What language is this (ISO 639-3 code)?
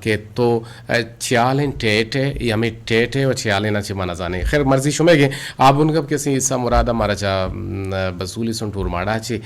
bgp